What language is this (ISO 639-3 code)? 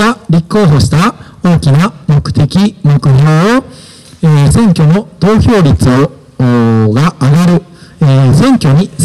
jpn